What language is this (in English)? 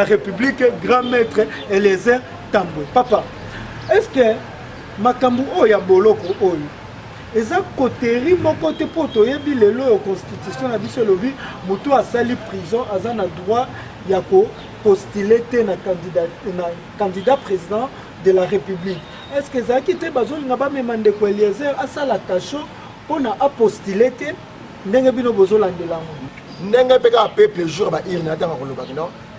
Lingala